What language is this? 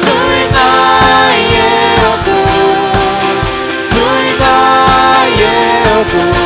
Faroese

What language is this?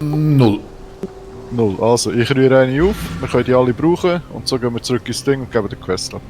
Swiss German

